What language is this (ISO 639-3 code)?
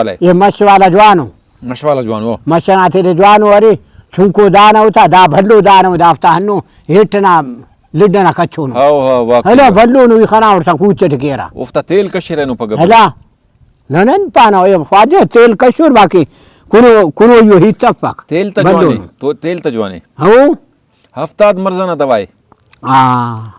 brh